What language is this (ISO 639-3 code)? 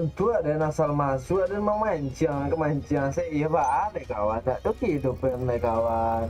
min